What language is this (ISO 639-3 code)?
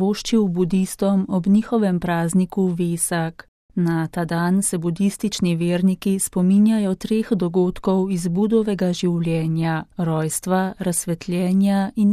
slv